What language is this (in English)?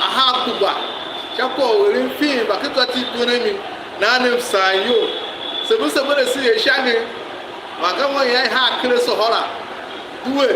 Tiv